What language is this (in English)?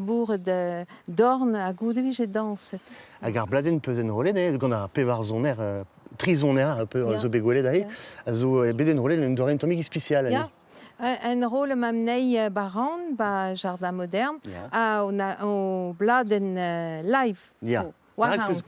Breton